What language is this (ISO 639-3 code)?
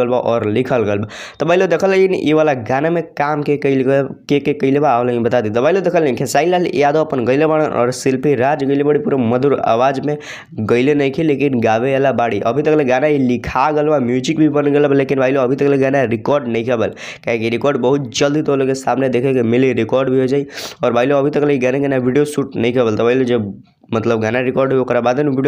bho